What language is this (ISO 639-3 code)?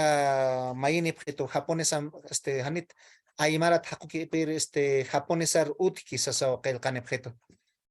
aym